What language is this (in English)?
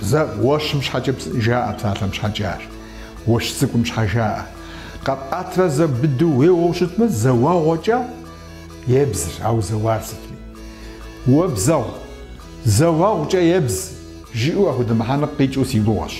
Kabardian